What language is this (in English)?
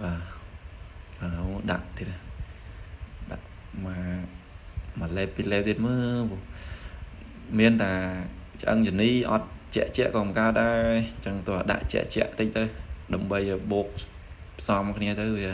Khmer